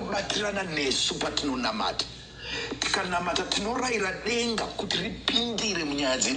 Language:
Shona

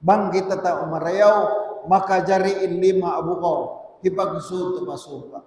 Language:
Tausug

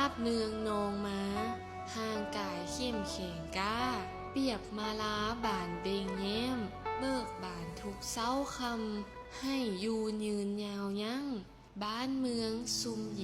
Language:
Lao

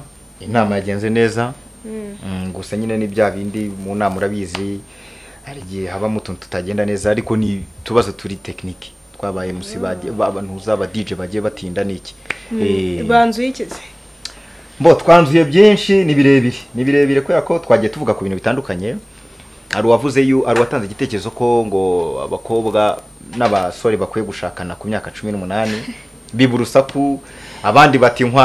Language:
Kinyarwanda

